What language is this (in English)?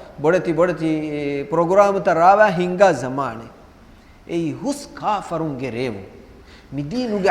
Divehi